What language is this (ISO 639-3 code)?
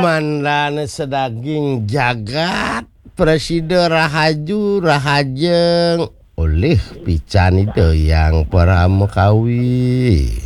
ban